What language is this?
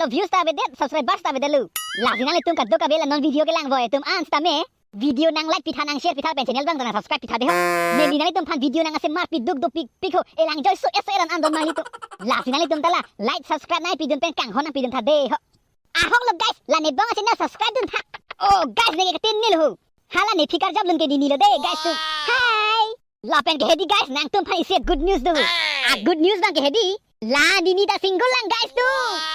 Karbi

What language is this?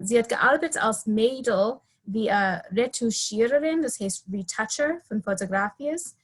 Yiddish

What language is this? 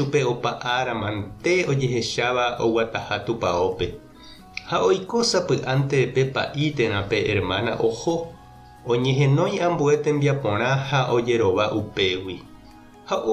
Guarani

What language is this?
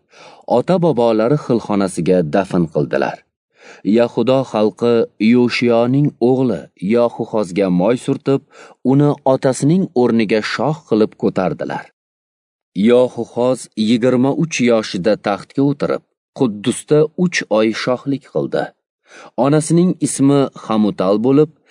Uzbek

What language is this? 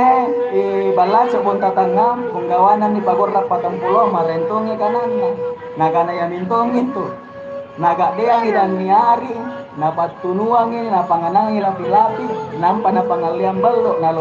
Makasar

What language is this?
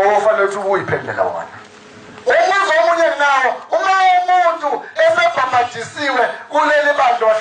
Zulu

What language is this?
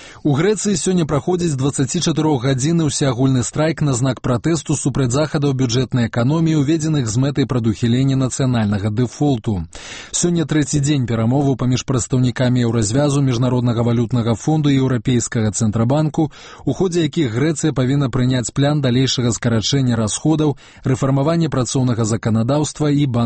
Belarusian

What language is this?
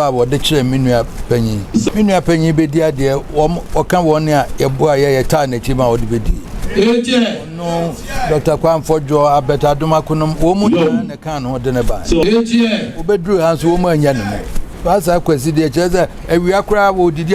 Akan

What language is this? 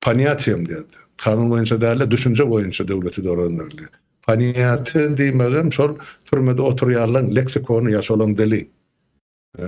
Turkmen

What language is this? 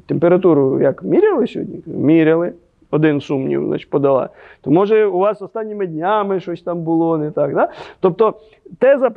Ukrainian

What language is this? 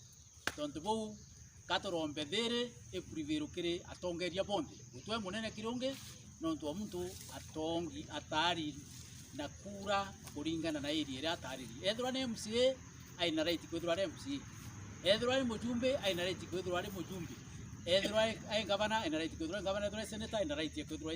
Meru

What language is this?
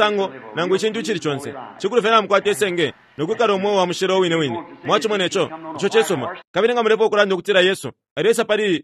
Bemba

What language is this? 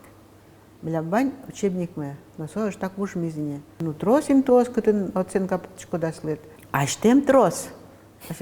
Udmurt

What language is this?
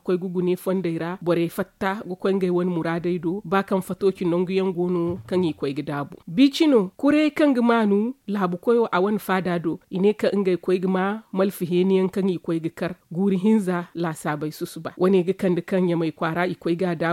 Zarma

